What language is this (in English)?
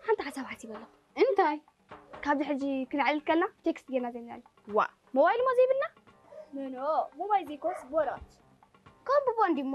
Tigrinya